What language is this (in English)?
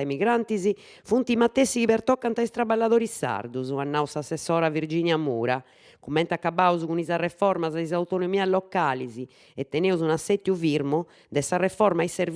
Sardinian